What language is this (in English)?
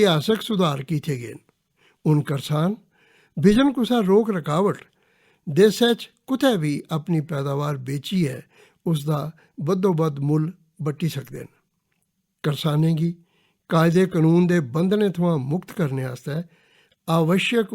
Dogri